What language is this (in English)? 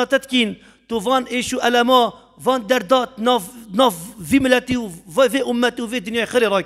Kurdish